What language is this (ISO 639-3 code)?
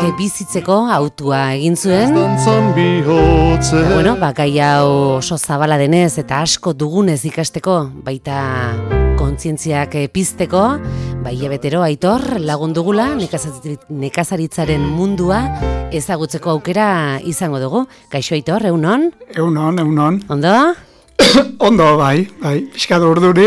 eus